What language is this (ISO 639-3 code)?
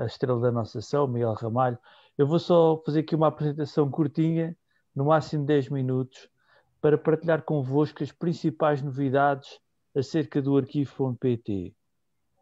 por